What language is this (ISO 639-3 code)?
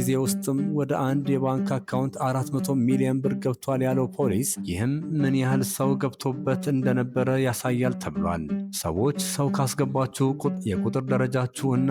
amh